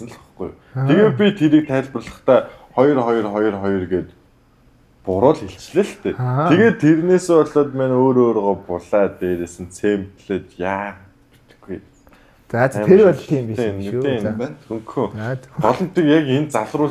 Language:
Mongolian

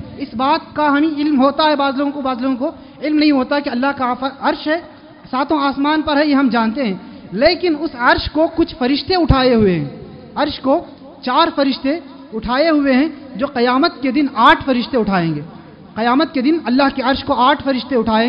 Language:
Urdu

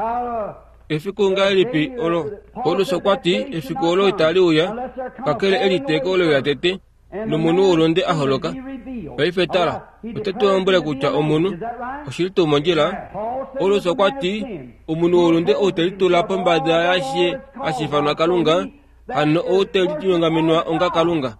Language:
Kuanyama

